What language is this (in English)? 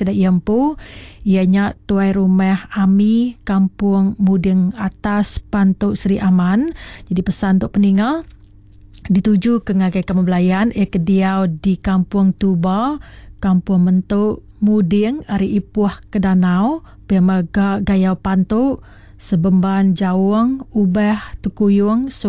Iban